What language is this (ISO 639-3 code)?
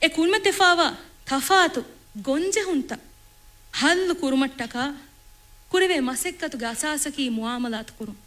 div